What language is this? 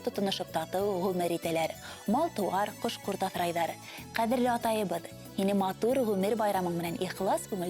Bashkir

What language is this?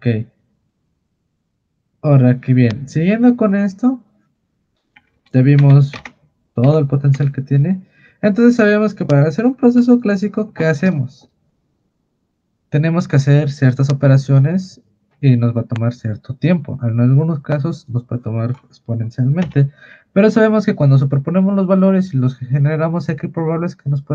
Spanish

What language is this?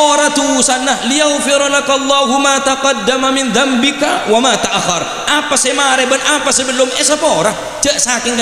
Madurese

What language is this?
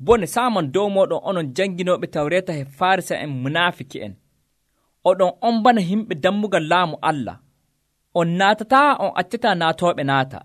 Nigerian Fulfulde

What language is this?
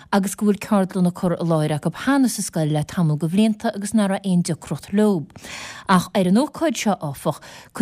Irish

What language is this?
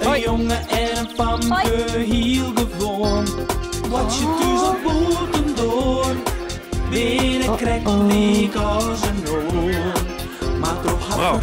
Western Frisian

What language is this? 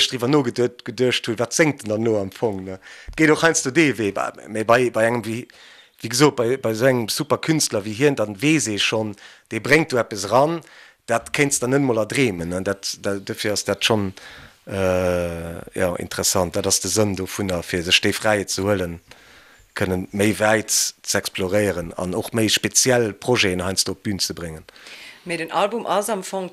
Luxembourgish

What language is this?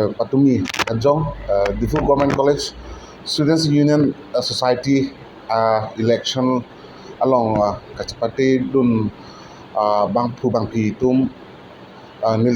Karbi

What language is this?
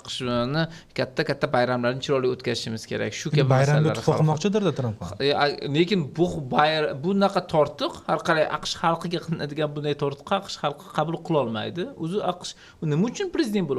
Uzbek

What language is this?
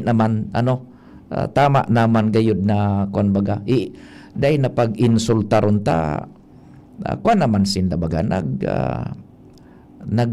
Bikol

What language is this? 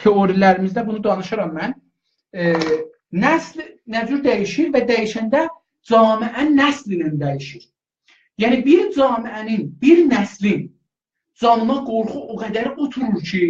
South Azerbaijani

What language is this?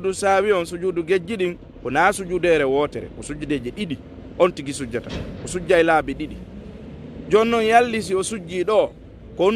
Fula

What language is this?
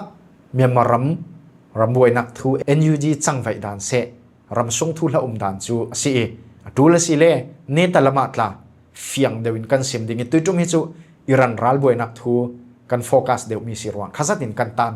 Falam Chin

